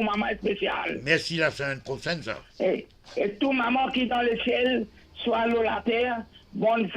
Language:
Morisyen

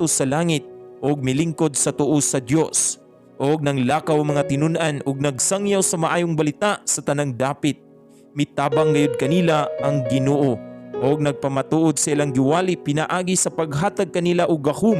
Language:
Cebuano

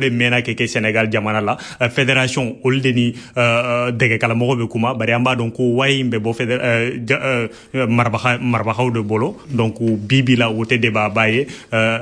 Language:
Bambara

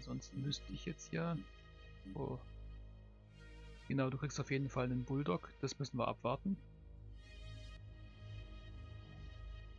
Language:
German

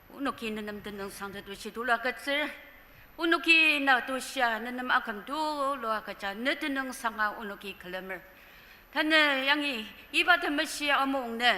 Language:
Ao Naga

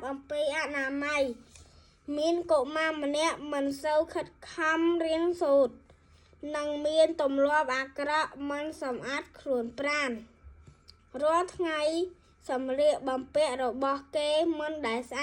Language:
Khmer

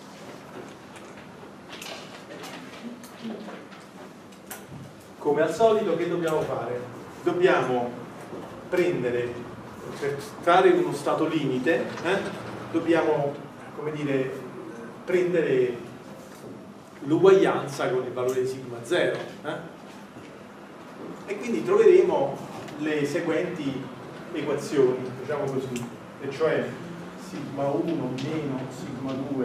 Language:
Italian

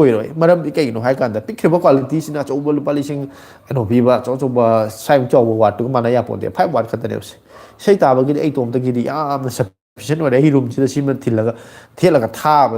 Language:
Manipuri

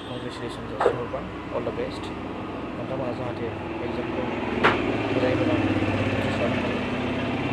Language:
Bodo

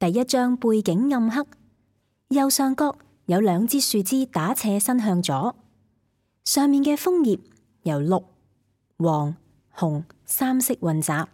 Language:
Cantonese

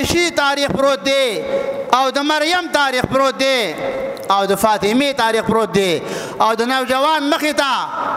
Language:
Pashto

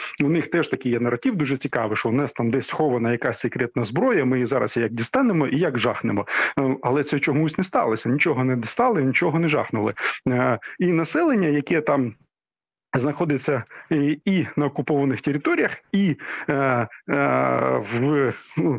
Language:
Ukrainian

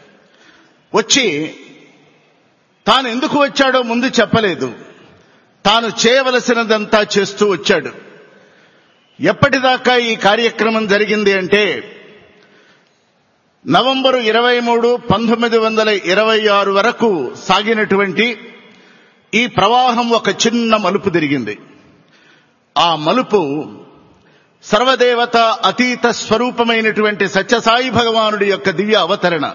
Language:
Telugu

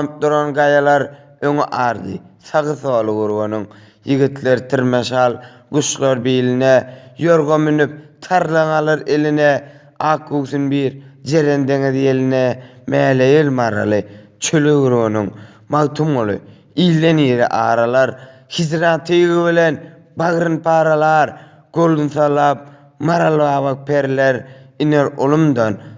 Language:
Turkmen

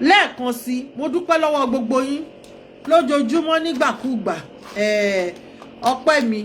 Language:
Yoruba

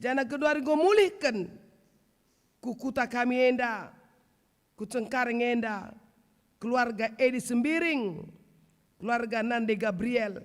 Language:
Batak Karo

